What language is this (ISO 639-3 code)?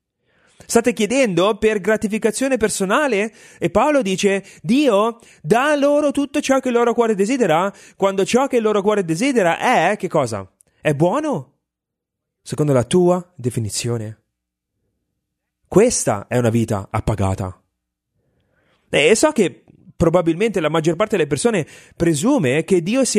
ita